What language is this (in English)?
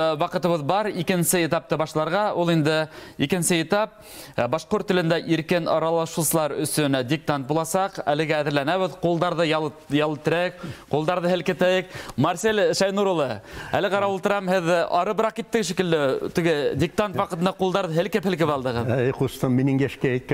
Bashkir